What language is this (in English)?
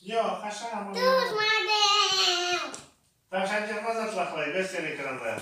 Crimean Tatar